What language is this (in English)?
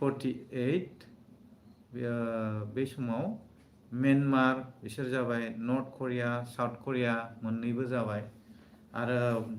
Bodo